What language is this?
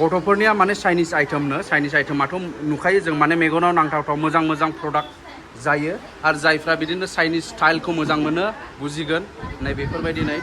Bodo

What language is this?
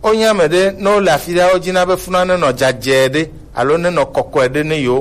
Gen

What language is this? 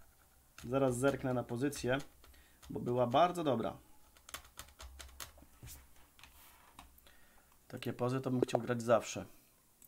Polish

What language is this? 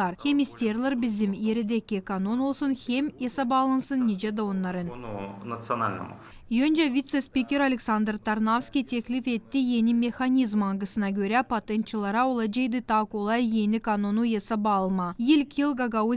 Gagauz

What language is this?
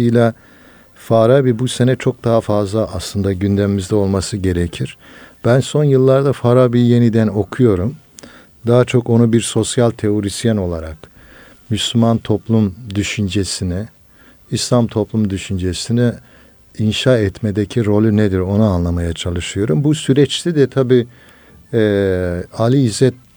Turkish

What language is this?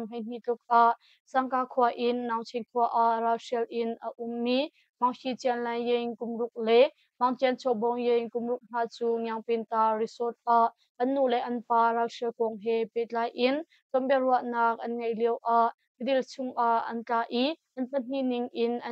Hakha Chin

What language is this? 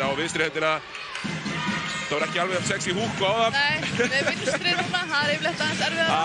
Icelandic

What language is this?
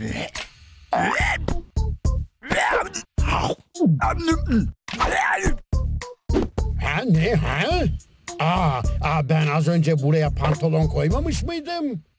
Turkish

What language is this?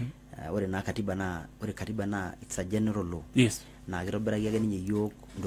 Masai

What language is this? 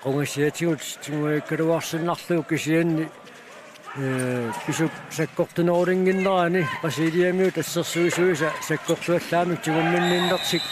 Kalaallisut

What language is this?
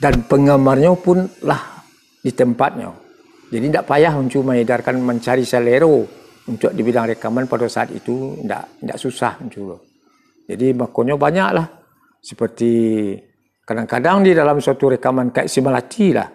Minangkabau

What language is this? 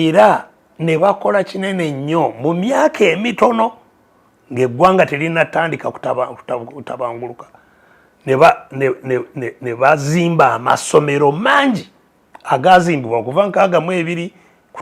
Ganda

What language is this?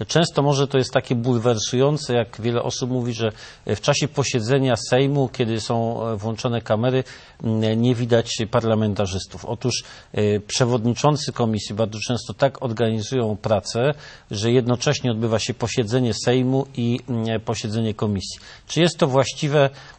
Polish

